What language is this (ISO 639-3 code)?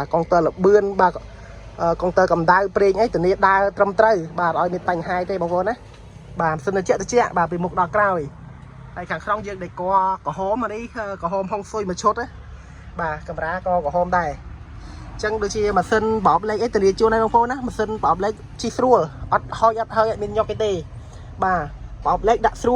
khm